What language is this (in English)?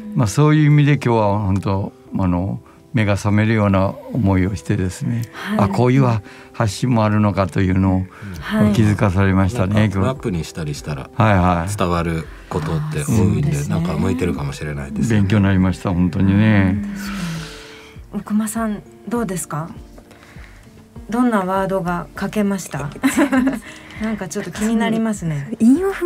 Japanese